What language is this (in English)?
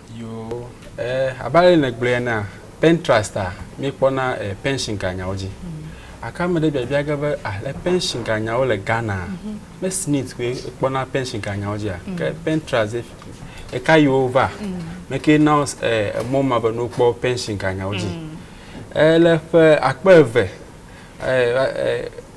Ewe